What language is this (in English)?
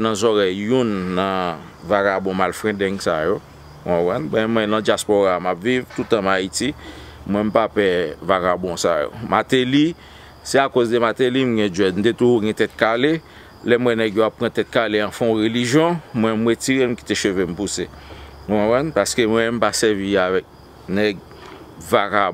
Haitian Creole